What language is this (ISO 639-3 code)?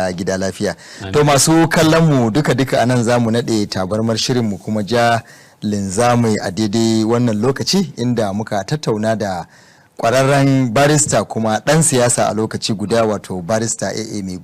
hau